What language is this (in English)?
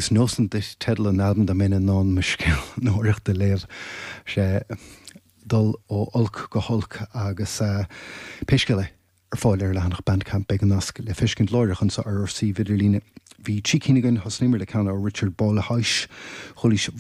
Irish